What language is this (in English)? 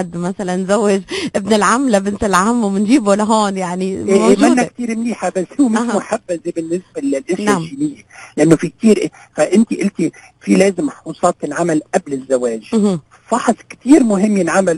North Levantine Arabic